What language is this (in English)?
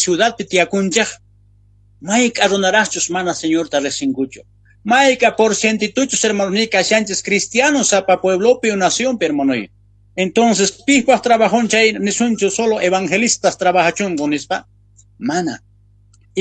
South Bolivian Quechua